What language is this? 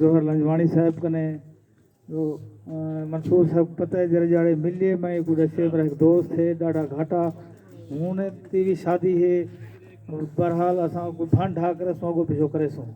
Saraiki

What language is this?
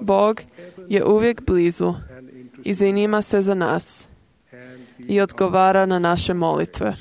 Croatian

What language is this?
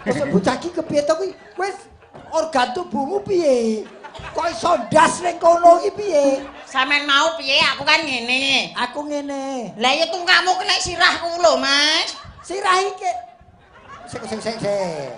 Javanese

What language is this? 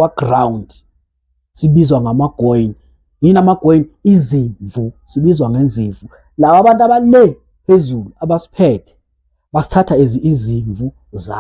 Zulu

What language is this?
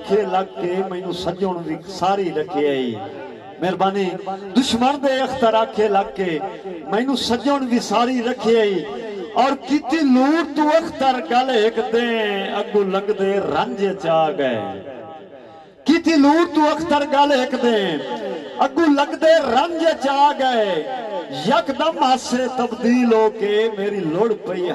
Punjabi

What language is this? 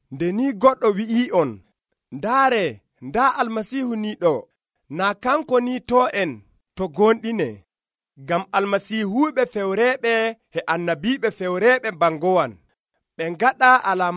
Nigerian Fulfulde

